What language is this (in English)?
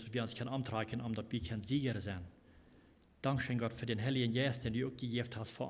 Plautdietsch